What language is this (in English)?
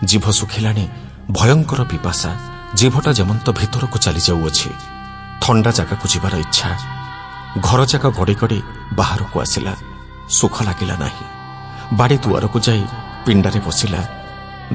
Odia